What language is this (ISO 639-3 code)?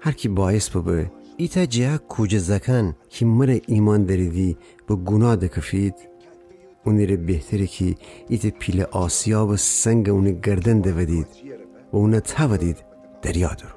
glk